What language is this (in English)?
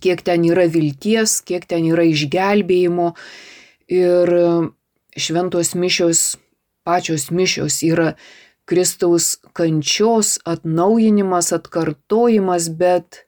Lithuanian